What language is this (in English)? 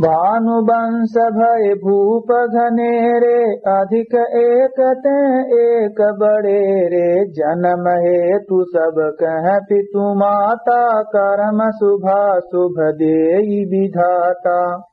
Awadhi